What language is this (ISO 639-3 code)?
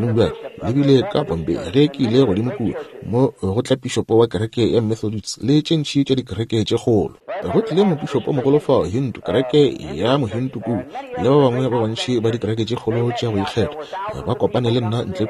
nso